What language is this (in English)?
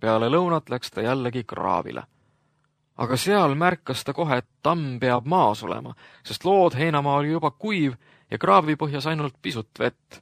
Estonian